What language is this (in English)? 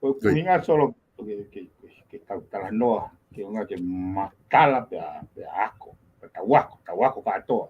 Tongan